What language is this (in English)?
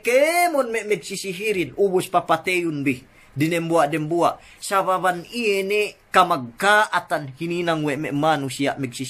Yakan